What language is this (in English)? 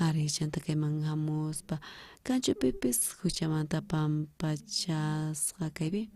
South Bolivian Quechua